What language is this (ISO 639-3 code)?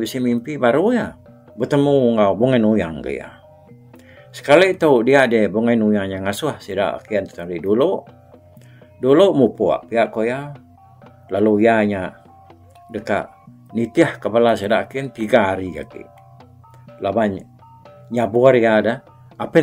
iba